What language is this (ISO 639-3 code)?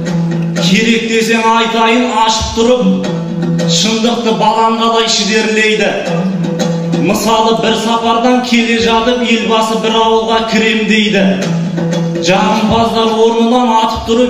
kaz